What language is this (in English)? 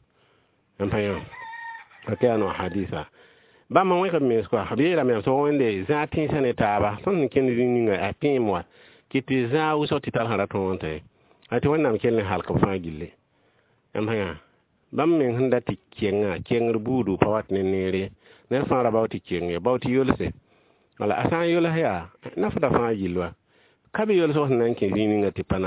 Mossi